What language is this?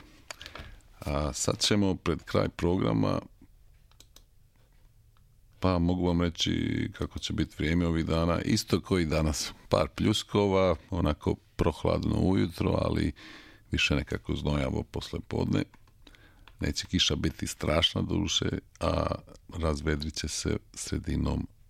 Serbian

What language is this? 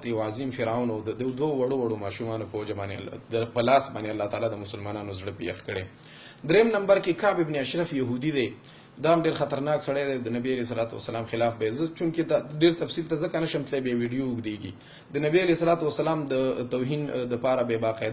Pashto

